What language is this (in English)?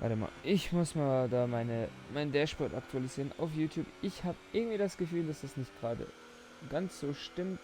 Swiss German